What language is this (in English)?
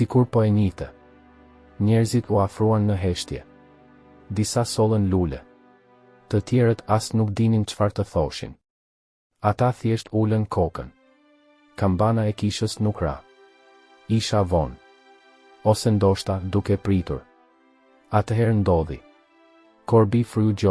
Albanian